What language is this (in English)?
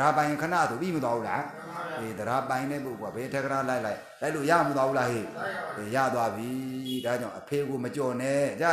Burmese